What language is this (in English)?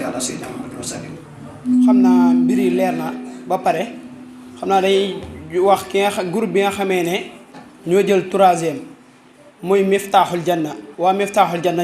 Wolof